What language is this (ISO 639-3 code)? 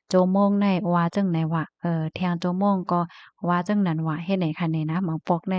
shn